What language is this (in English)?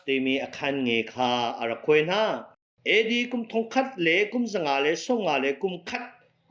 Hakha Chin